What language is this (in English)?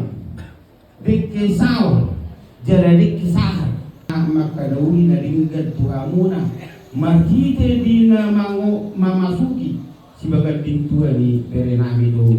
Batak Toba